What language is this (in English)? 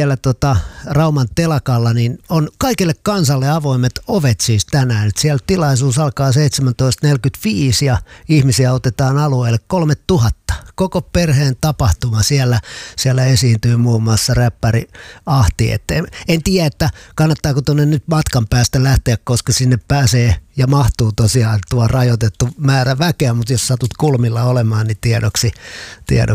Finnish